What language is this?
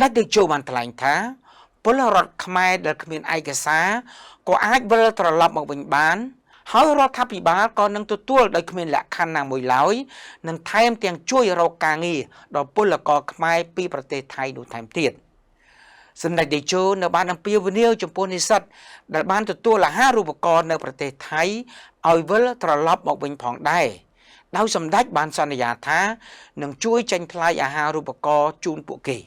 Khmer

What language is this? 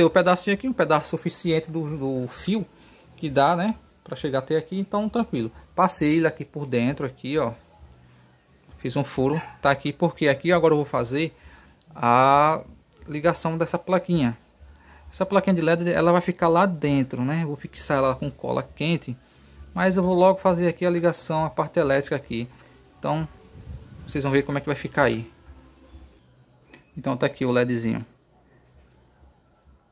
Portuguese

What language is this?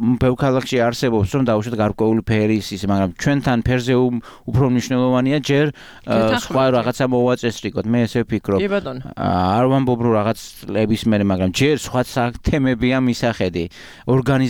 Georgian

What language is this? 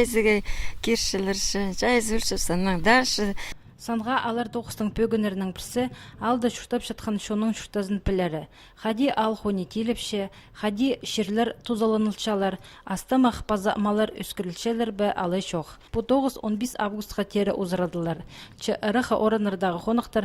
Khakas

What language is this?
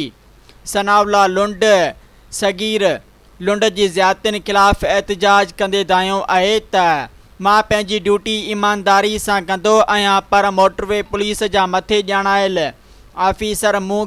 Sindhi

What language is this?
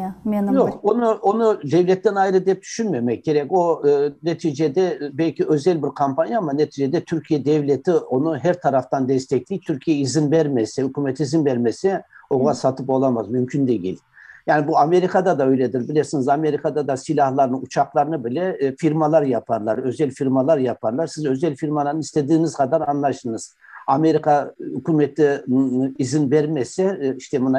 Crimean Tatar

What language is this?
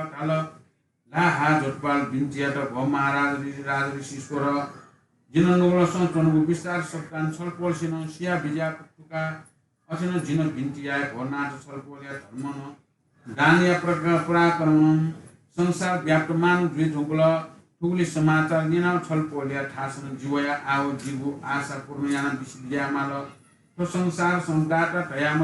Newari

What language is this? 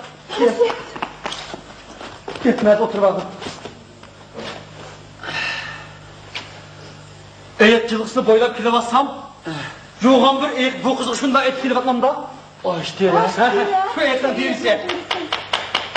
Turkish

